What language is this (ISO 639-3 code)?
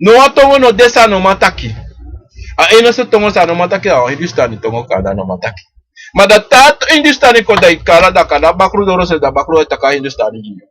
srn